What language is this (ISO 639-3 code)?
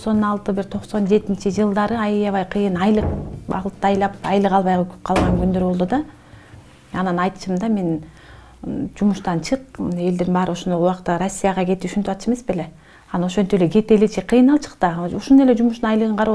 kir